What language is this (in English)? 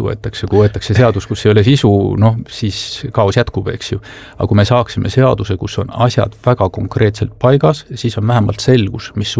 Estonian